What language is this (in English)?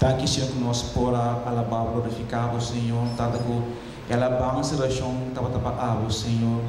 Papiamento